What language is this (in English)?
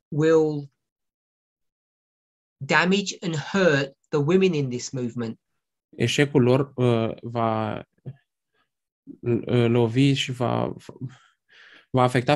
Romanian